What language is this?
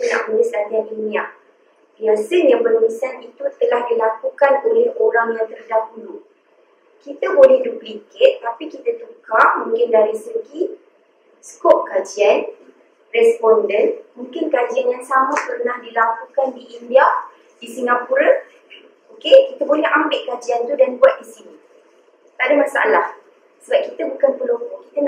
Malay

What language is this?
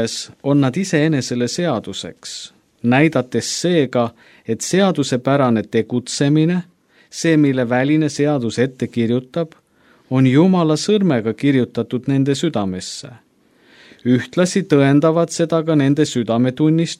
Estonian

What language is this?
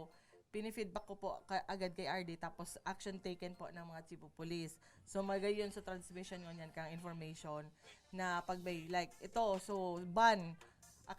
Bikol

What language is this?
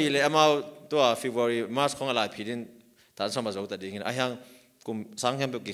Tedim Chin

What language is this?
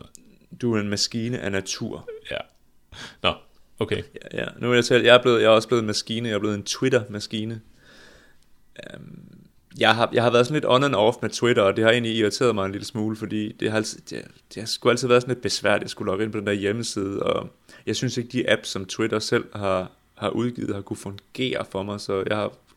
Danish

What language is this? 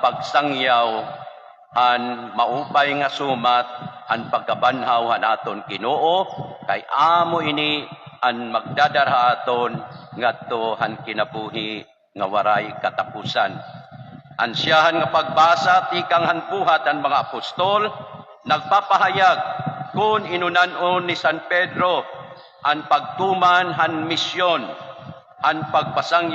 Waray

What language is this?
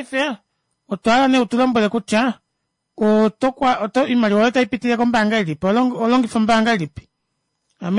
Kuanyama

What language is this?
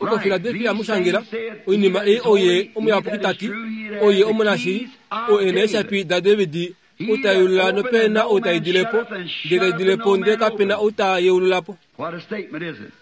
Kuanyama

